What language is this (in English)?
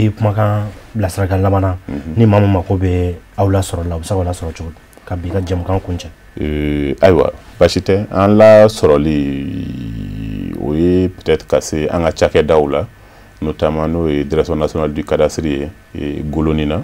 Bambara